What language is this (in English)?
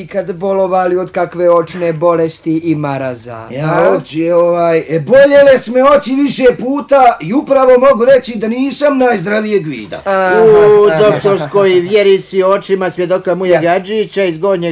Bosnian